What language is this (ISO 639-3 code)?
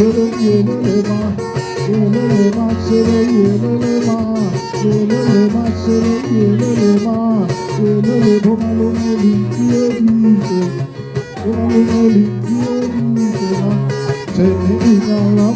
tsn